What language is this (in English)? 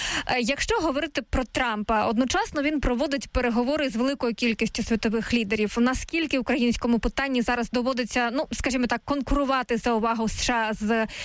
Ukrainian